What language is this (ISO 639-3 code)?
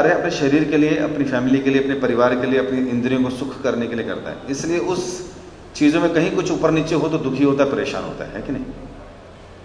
hin